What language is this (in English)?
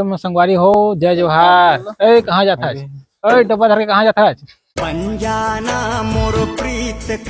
Chhattisgarhi